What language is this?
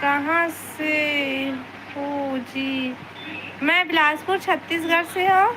Chhattisgarhi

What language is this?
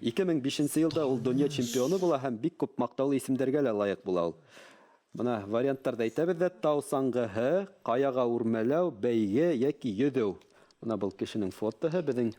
Bashkir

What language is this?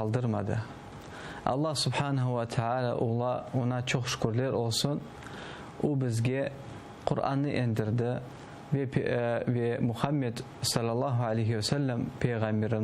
Crimean Tatar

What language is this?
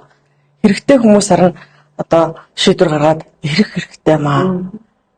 Mongolian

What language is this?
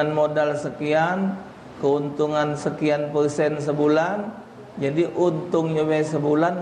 Musi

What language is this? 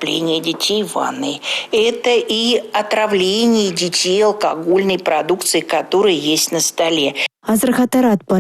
Chuvash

